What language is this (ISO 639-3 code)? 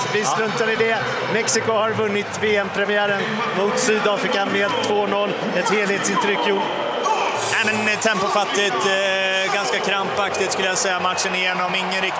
swe